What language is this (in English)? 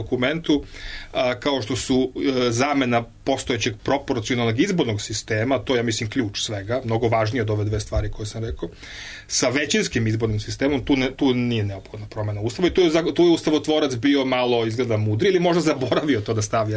Serbian